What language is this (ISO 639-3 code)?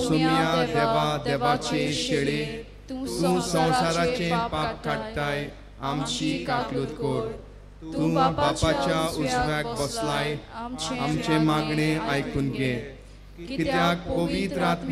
kok